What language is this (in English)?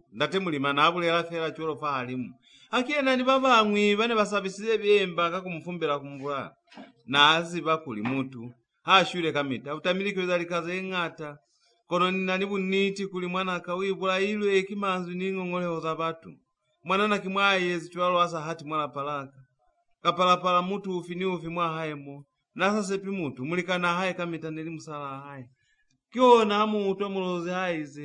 Lozi